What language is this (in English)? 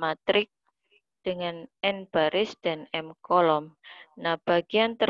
Indonesian